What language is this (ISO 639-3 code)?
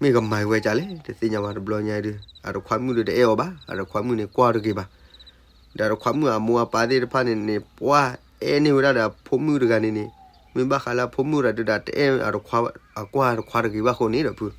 ksw